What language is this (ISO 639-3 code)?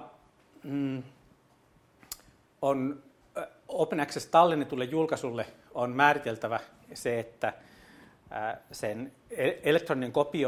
fin